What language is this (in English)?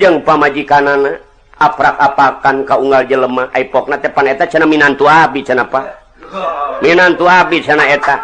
Sundanese